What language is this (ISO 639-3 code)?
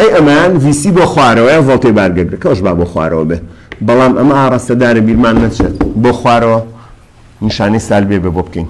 ckb